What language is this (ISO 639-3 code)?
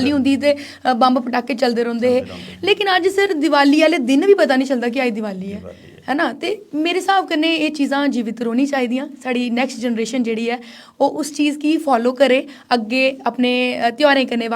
doi